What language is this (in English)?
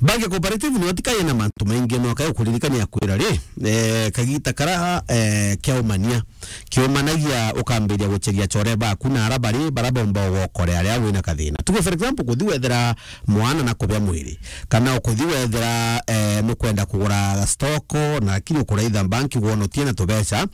Meru